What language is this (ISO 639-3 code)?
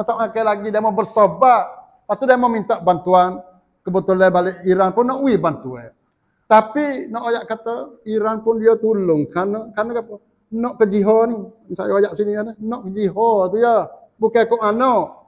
msa